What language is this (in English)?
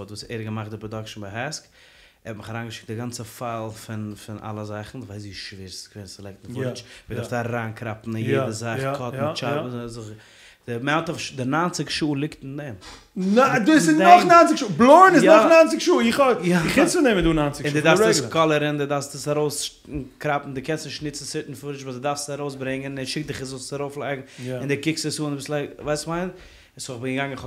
Yiddish